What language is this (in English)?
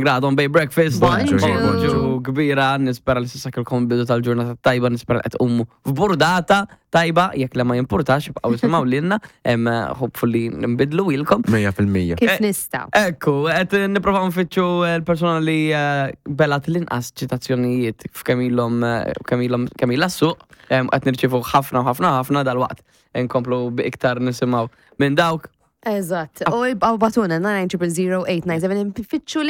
Maltese